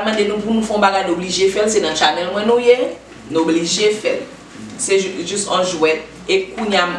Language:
Haitian Creole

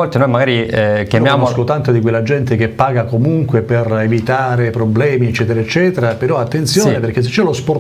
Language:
Italian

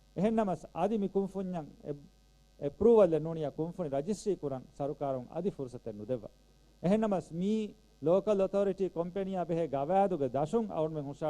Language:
Divehi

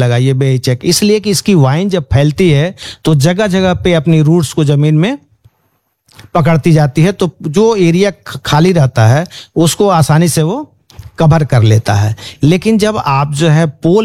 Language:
Hindi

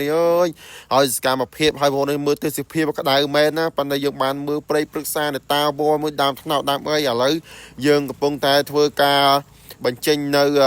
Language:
Khmer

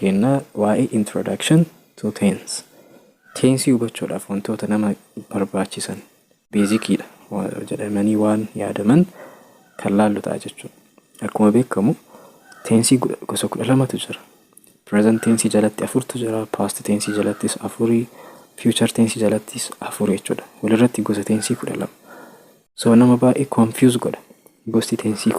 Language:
Oromo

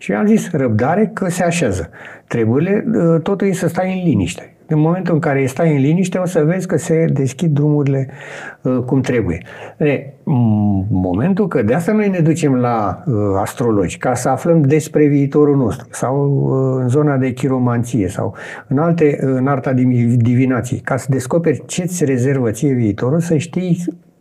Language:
Romanian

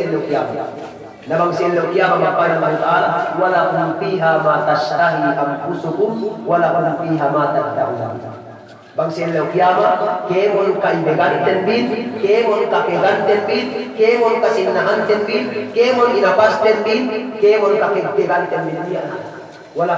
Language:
Yakan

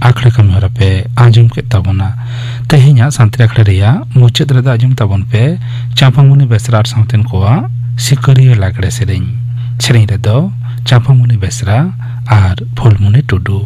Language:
Santali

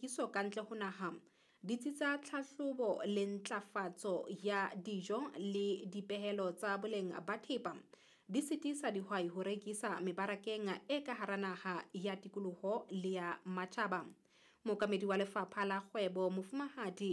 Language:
Southern Sotho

